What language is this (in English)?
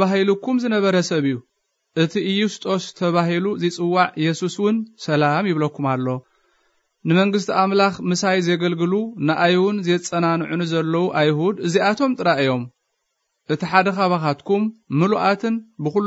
Tigrinya